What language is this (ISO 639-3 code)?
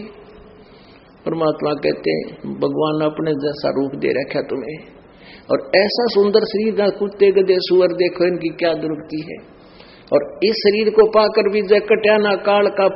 hin